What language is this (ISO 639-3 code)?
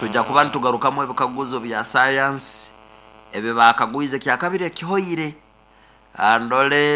nyo